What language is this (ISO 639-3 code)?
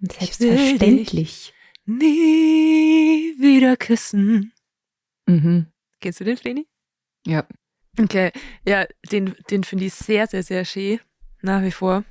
bar